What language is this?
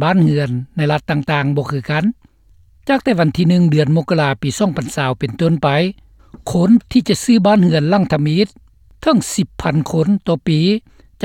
Lao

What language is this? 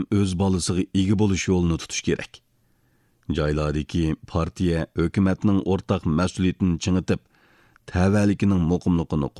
Uyghur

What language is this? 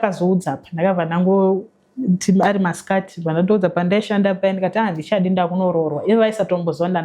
Shona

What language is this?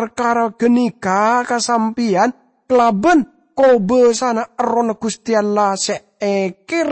Madurese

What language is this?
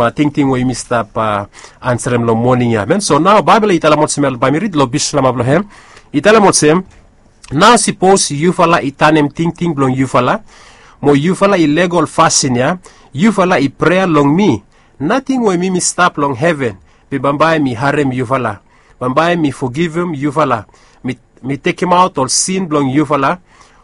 Bislama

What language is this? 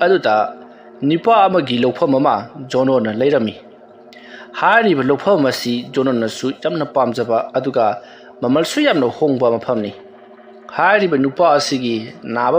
Manipuri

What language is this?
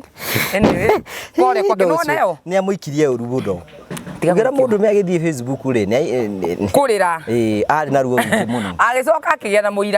Kikuyu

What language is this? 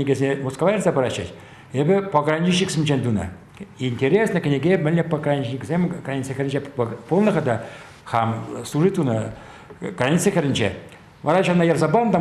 Chuvash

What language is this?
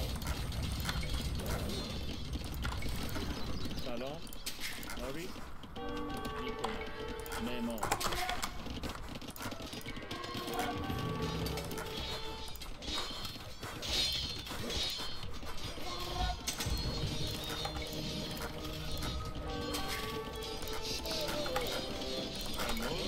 Persian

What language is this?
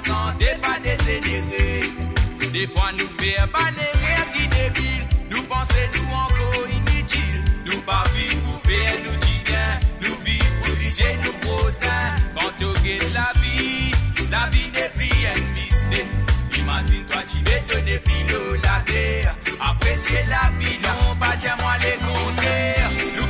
Morisyen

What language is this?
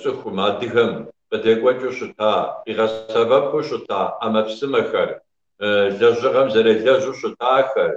Kabardian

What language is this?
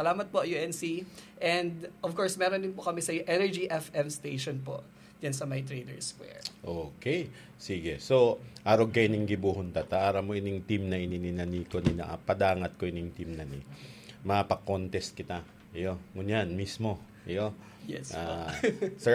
Bikol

